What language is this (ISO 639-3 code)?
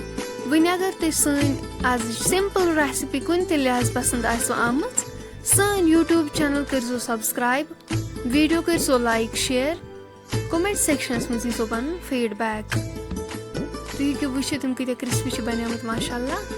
kas